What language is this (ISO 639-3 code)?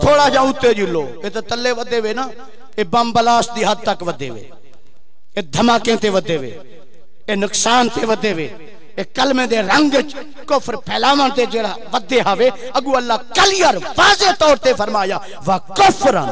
skr